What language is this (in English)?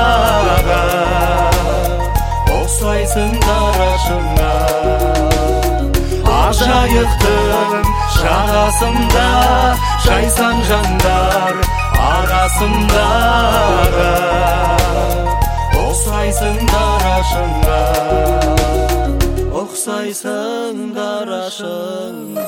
Kazakh